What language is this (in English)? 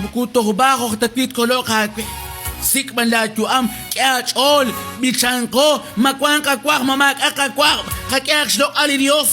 Kekchí